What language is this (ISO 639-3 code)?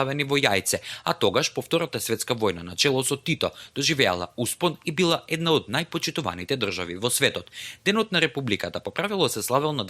mkd